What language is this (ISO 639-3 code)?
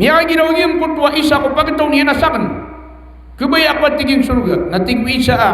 mrw